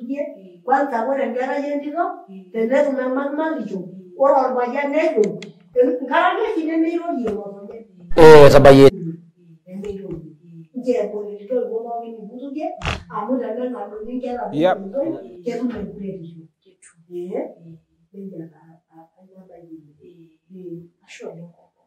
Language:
Masai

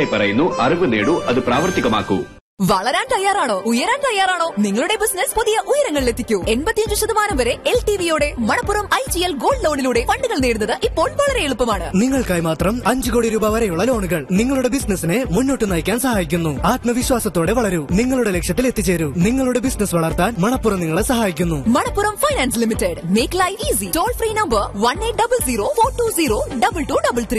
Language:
Malayalam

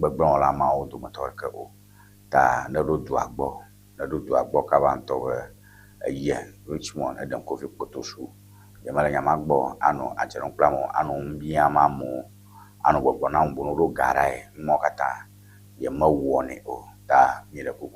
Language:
Ewe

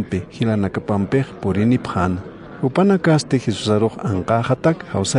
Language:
Aymara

